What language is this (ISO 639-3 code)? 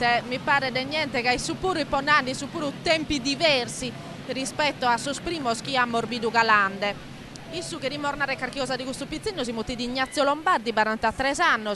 srd